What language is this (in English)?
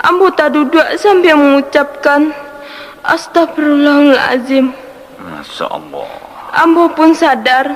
Minangkabau